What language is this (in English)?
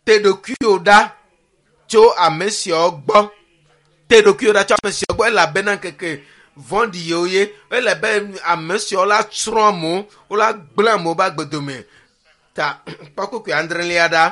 Ewe